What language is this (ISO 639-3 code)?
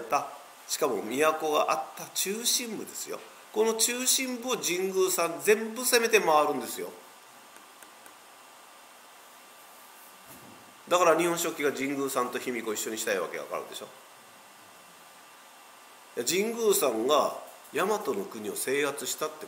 jpn